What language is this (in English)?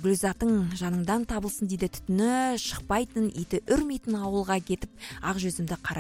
Kazakh